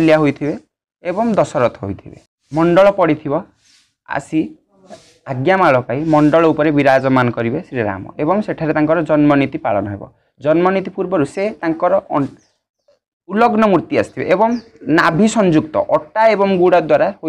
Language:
Odia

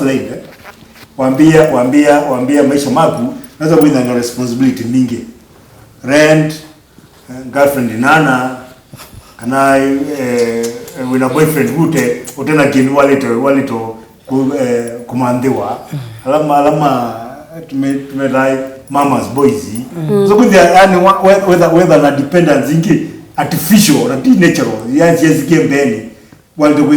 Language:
Kamba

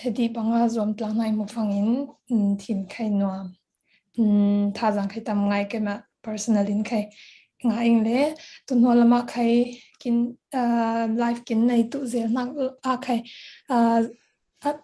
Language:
Falam Chin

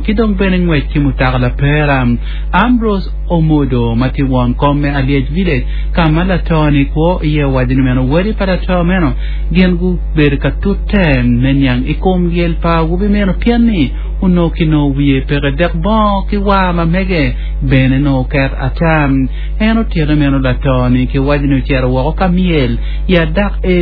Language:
Acoli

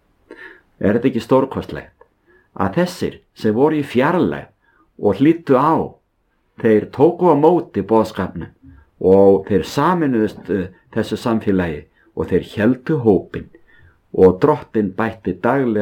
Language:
Icelandic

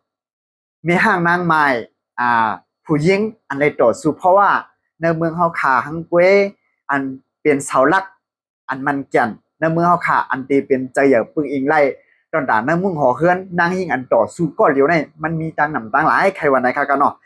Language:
Shan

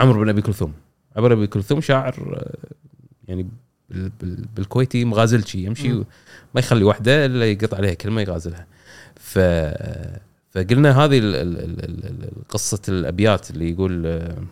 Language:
Gulf Arabic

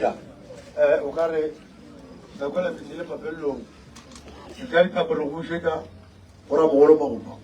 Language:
Northern Sotho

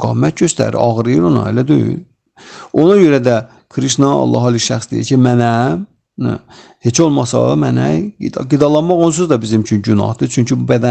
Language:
Azerbaijani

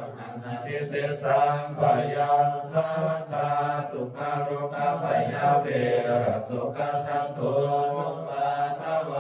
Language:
Pali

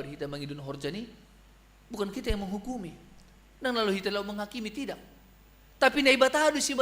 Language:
Batak Simalungun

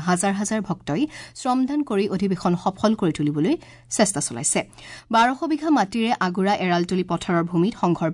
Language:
Assamese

